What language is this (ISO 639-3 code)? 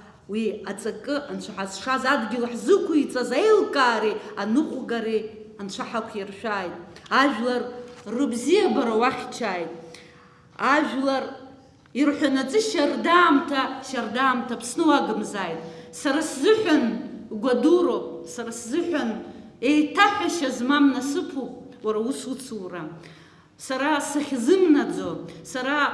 abk